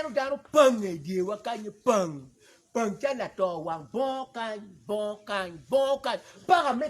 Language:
Acoli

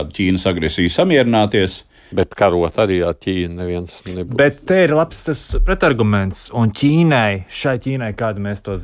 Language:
Latvian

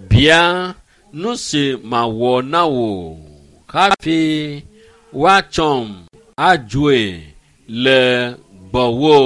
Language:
Ewe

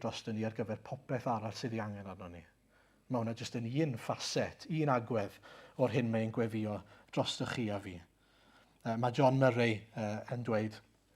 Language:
Welsh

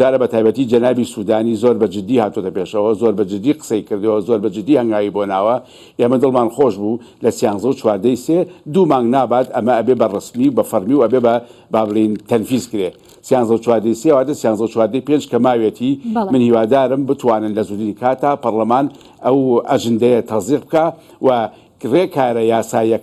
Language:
Central Kurdish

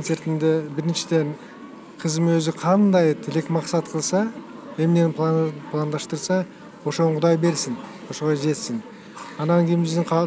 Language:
Kyrgyz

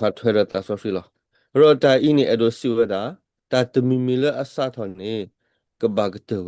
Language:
S'gaw Karen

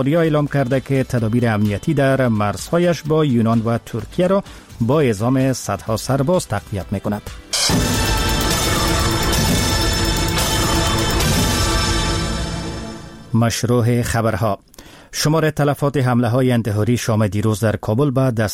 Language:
Persian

